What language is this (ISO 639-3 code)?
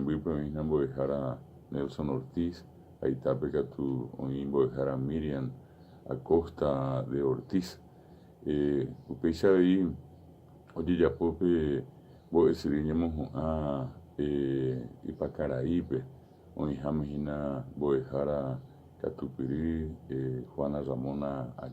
grn